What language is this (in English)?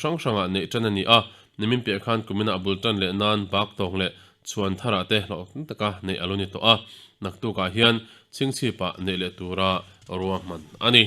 Mizo